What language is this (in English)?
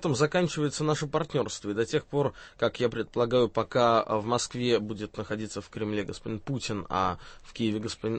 Russian